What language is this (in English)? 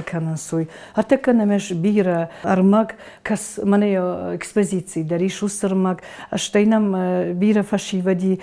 Ossetic